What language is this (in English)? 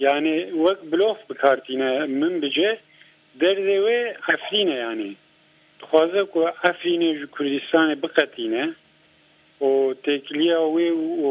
Kurdish